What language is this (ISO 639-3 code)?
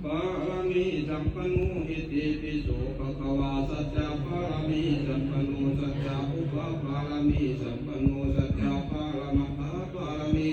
pli